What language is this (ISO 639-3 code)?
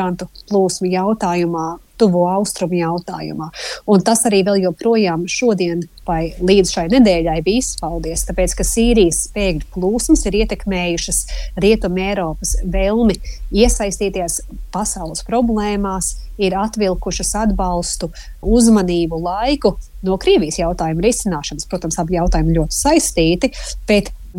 lav